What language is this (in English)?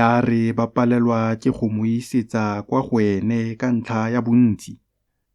Tswana